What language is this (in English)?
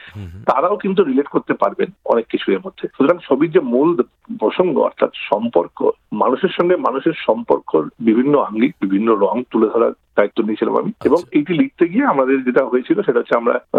Bangla